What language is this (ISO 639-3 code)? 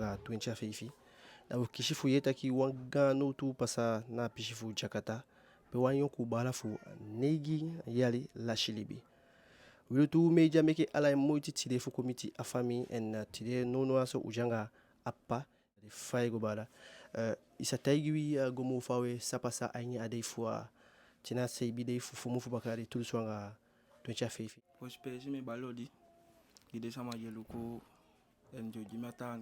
djk